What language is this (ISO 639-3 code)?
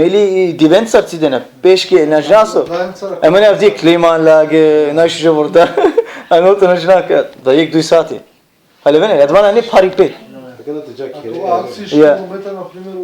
rmn